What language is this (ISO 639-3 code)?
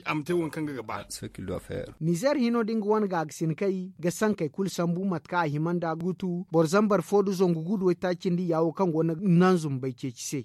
dje